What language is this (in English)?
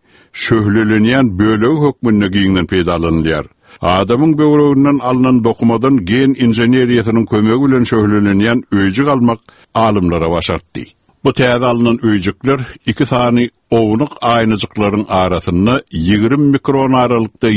Turkmen